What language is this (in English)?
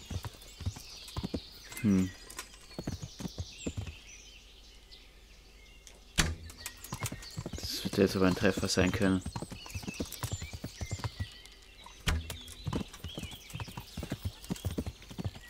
German